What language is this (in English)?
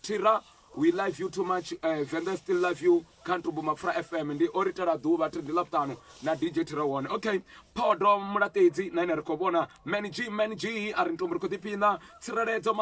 Venda